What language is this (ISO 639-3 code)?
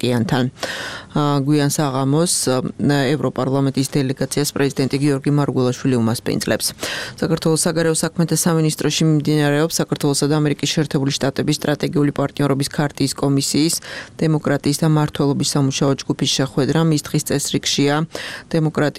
kat